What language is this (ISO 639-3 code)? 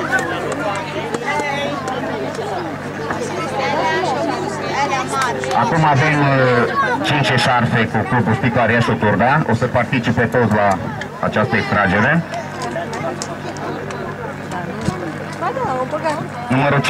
ron